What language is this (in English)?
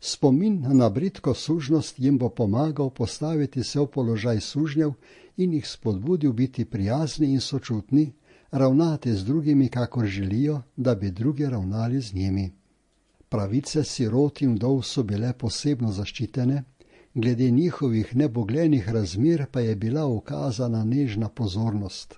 Slovenian